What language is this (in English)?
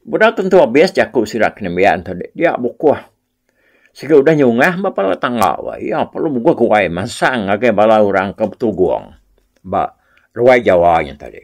Iban